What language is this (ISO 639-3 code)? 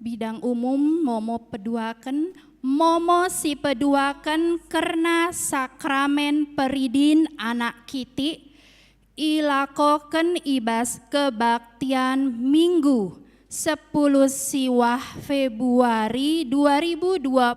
btx